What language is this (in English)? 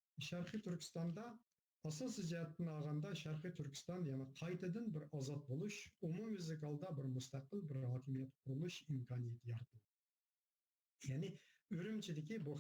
Uyghur